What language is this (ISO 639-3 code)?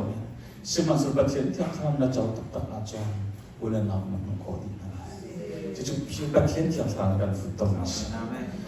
cnh